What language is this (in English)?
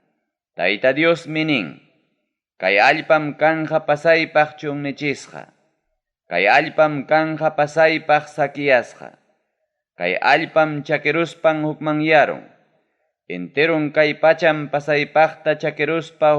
Ayacucho Quechua